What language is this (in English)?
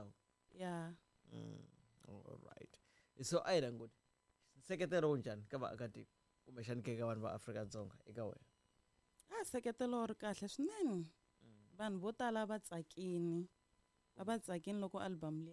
Tsonga